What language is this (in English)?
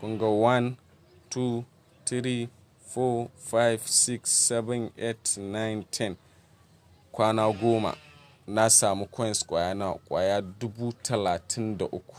Hausa